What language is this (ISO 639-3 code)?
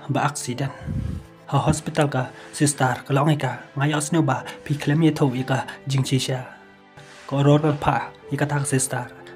kha